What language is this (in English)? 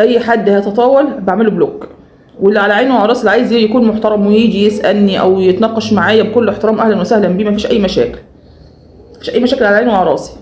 Egyptian Arabic